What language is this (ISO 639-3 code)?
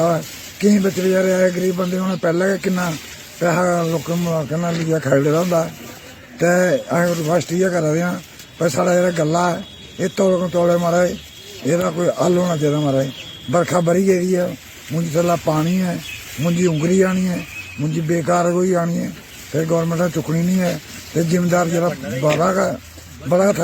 doi